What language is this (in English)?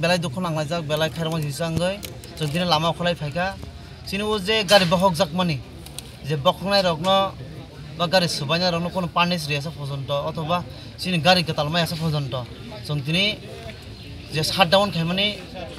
Kok Borok